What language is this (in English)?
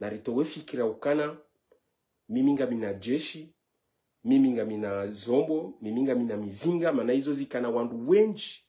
Ngazidja Comorian